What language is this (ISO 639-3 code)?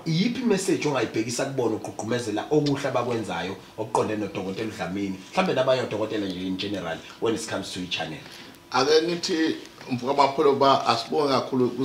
zul